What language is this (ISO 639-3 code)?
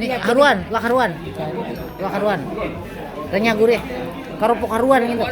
bjn